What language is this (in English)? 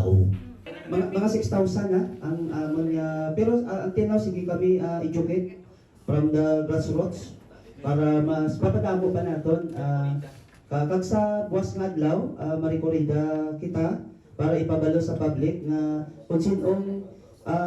Hiligaynon